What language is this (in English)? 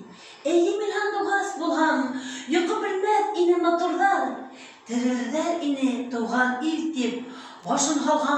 Bashkir